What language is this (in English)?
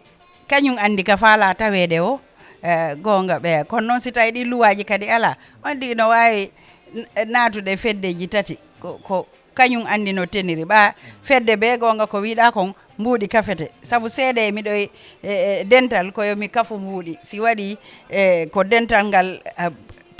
Fula